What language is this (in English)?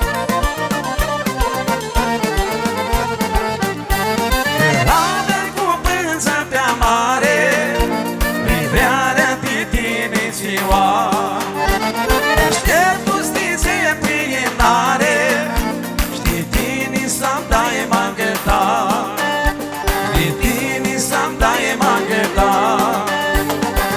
Romanian